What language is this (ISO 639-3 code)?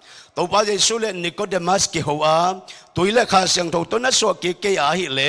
ctd